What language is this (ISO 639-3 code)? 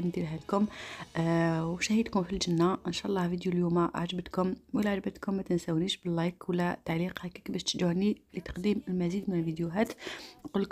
arq